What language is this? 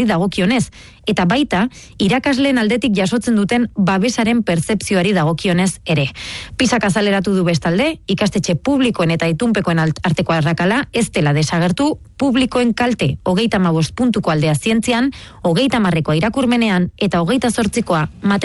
Basque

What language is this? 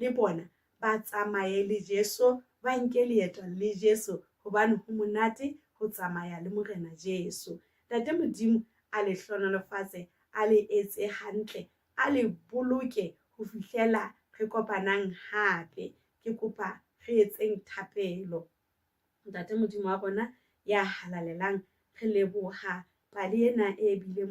Southern Sotho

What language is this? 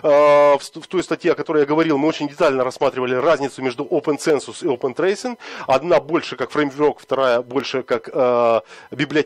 Russian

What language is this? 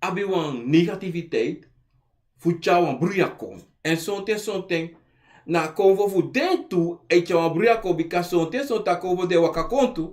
Sranan Tongo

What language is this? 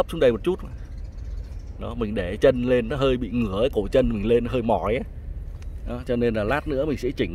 Vietnamese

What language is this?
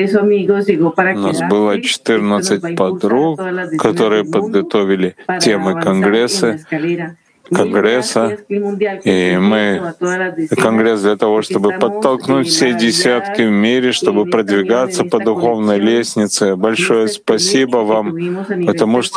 Russian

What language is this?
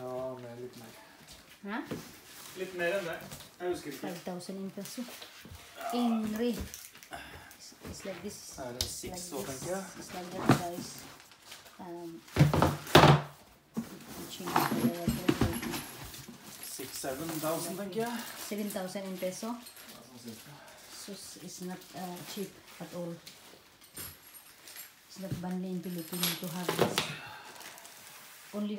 Norwegian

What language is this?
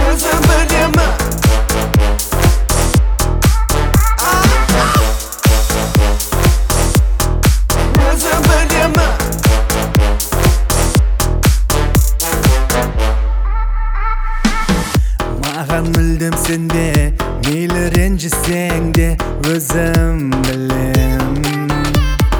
Kazakh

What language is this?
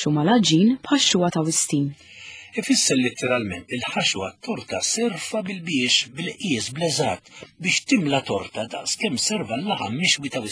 Maltese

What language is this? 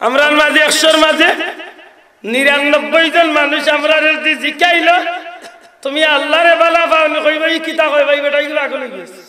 Sylheti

